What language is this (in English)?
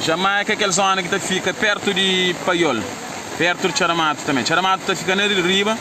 Kabuverdianu